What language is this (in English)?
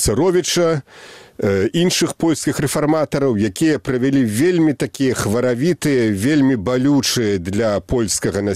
Belarusian